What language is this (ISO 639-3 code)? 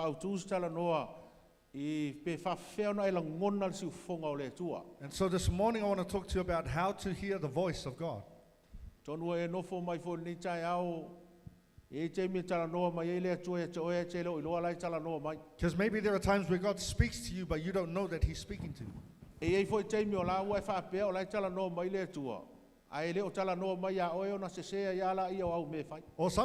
smo